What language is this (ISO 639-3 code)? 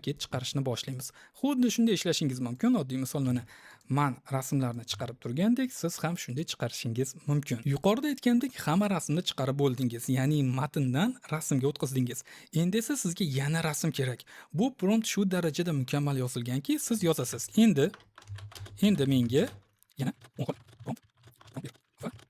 uzb